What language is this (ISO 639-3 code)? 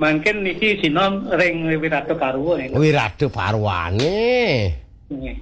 ban